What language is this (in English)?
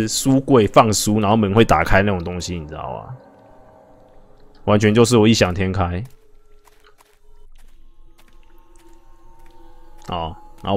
Chinese